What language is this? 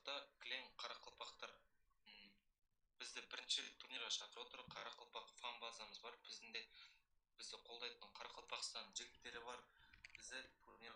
Kara-Kalpak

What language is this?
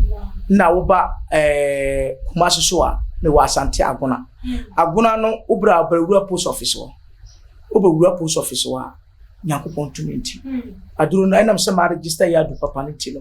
Akan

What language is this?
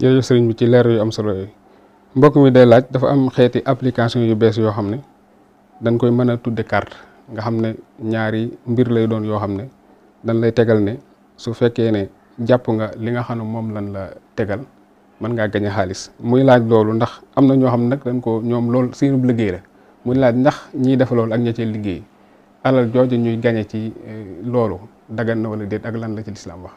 Wolof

